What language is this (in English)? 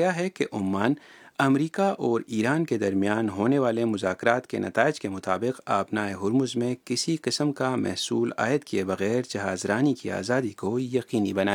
Urdu